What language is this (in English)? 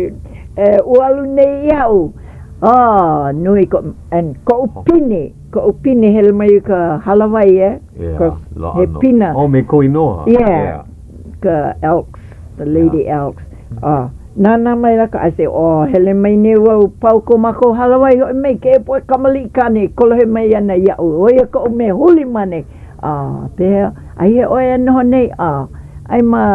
Hawaiian